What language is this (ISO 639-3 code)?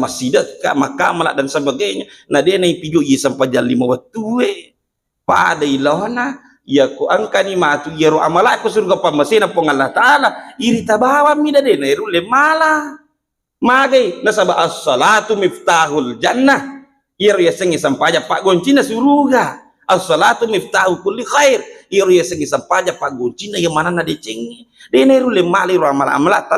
bug